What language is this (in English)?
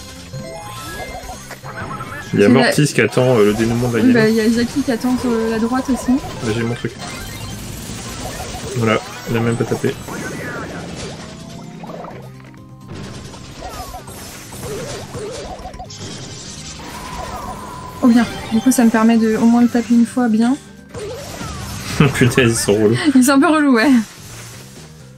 French